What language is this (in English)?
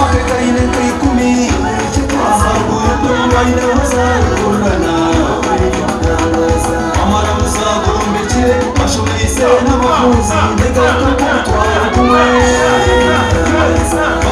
Kinyarwanda